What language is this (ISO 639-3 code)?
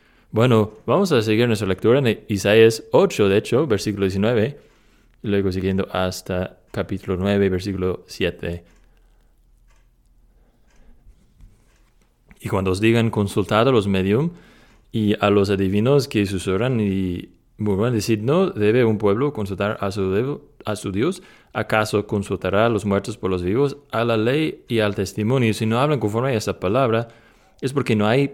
spa